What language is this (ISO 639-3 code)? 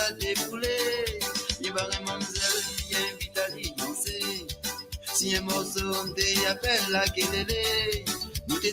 mfe